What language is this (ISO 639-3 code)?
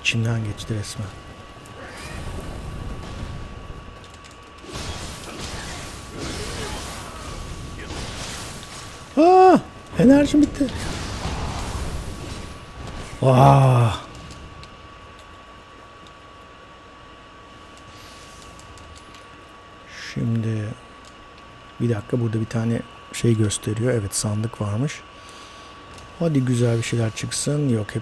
tur